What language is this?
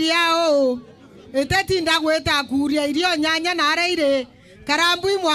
Meru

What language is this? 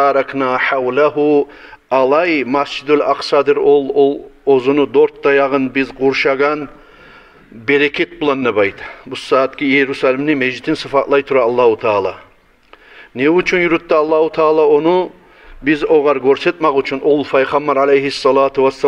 Kumyk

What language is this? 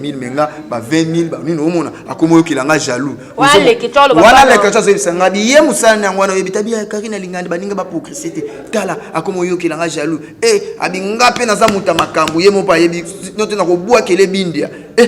Lingala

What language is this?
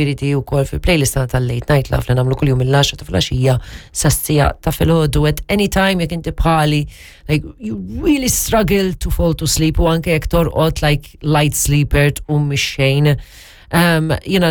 Maltese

